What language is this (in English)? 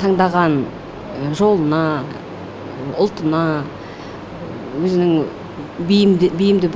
Kazakh